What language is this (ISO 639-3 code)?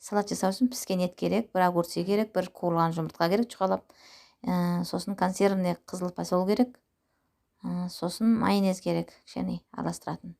kaz